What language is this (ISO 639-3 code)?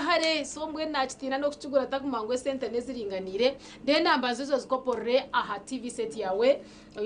nyn